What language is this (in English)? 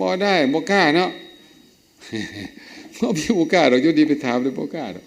Lao